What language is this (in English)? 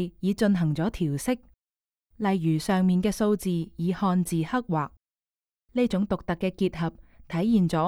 Cantonese